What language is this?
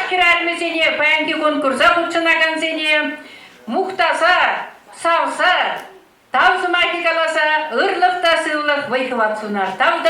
Chuvash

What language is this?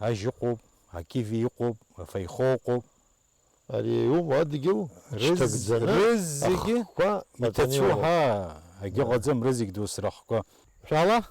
Abkhazian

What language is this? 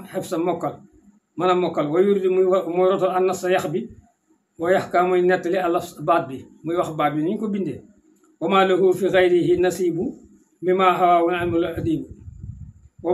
Wolof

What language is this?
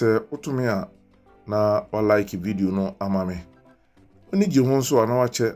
Akan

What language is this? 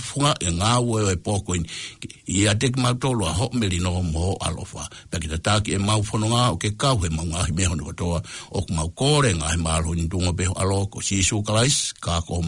Tongan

